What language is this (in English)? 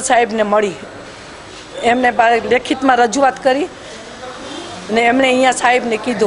Gujarati